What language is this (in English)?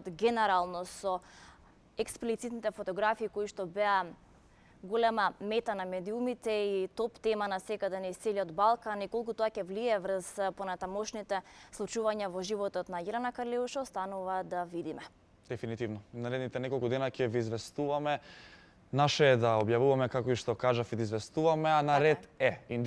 Macedonian